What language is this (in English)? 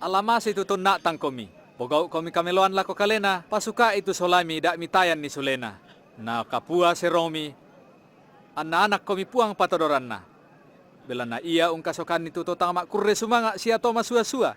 Toraja-Sa'dan